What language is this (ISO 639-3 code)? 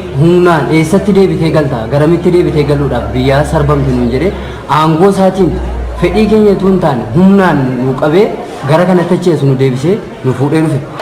orm